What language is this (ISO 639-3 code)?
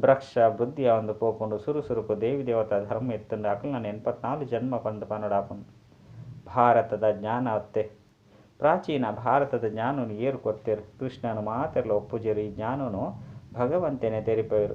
tcy